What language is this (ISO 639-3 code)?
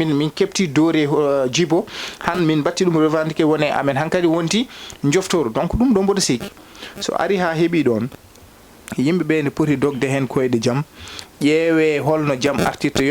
ful